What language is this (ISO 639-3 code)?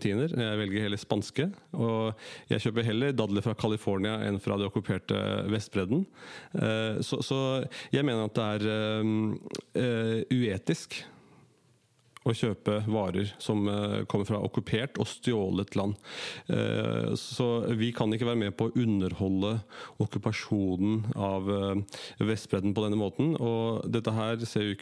nor